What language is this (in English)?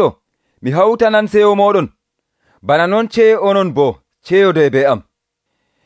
Nigerian Fulfulde